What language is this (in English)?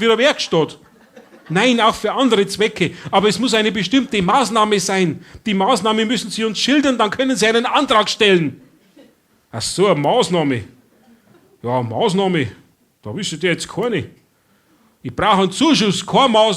Bavarian